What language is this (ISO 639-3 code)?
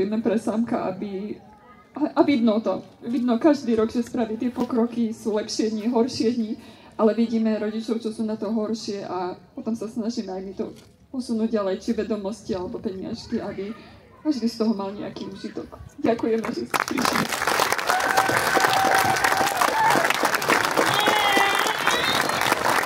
slk